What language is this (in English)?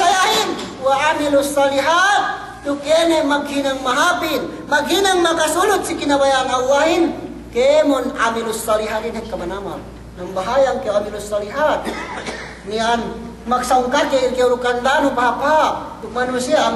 Yakan